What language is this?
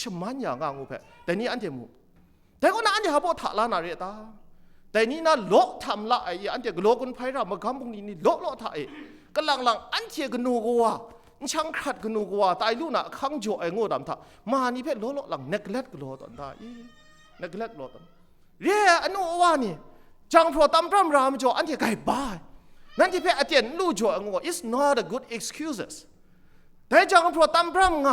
Kachin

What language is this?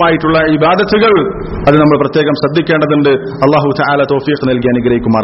Malayalam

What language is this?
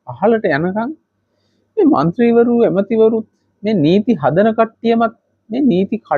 Sinhala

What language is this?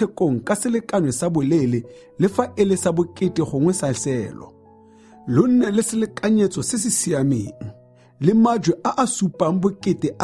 Tswana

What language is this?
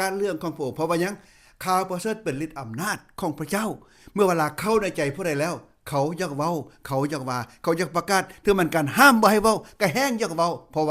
Lao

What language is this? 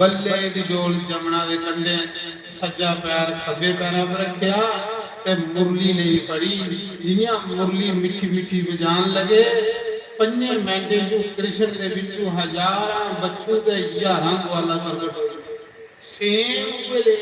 Dogri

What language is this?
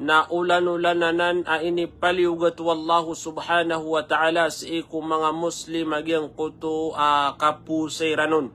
Maranao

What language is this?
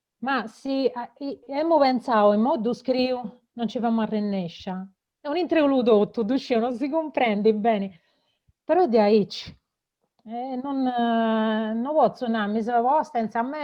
Sardinian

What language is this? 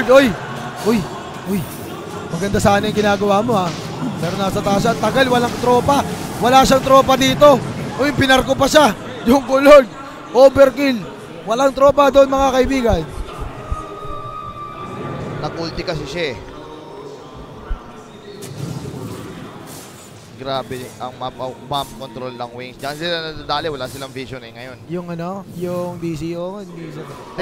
Filipino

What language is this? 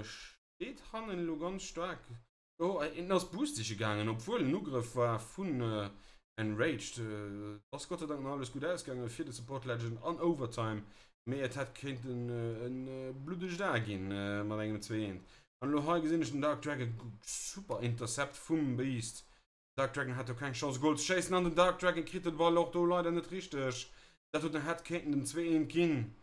Luxembourgish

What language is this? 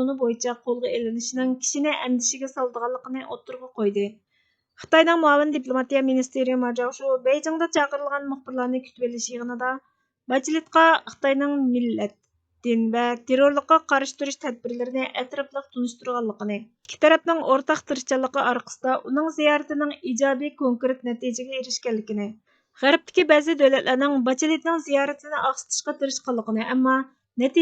Uyghur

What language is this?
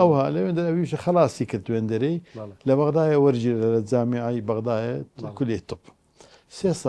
Central Kurdish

